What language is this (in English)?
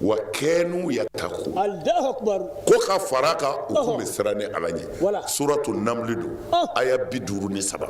Bambara